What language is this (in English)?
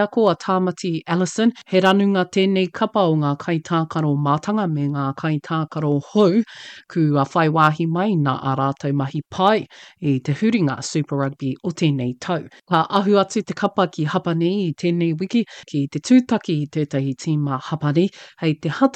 Māori